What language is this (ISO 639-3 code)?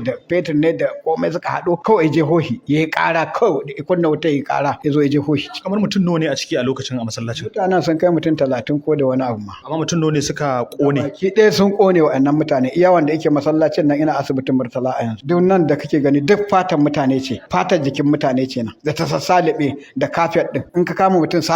hau